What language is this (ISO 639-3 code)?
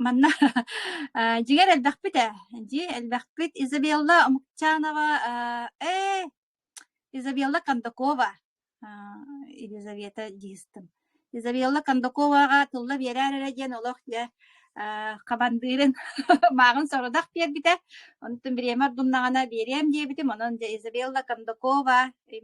sah